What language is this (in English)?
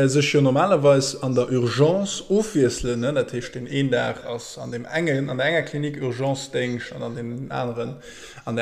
Luxembourgish